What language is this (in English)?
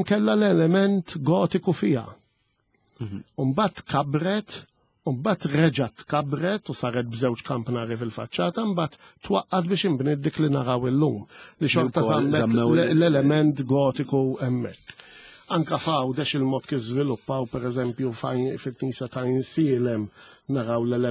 Maltese